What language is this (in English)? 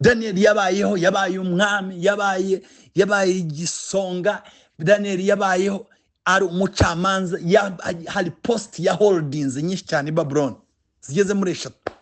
Kinyarwanda